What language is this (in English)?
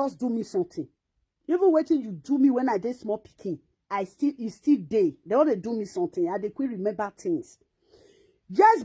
Nigerian Pidgin